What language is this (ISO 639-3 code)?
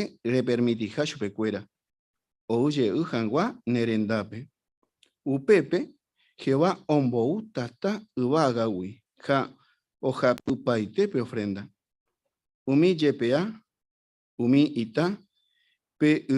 grn